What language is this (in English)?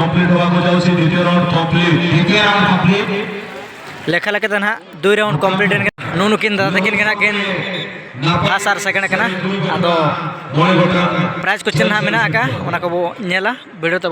Santali